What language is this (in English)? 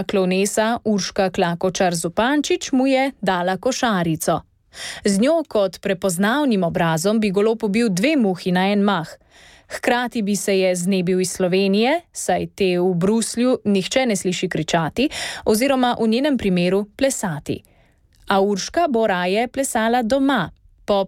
Slovenian